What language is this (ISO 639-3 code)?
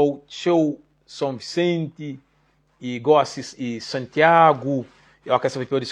kea